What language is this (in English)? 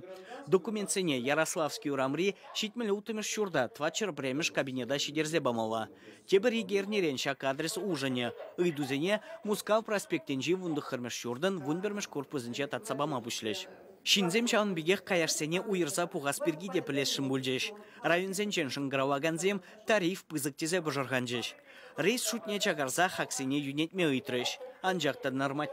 Chuvash